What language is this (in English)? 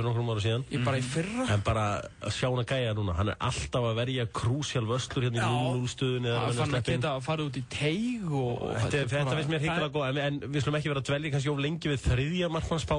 Icelandic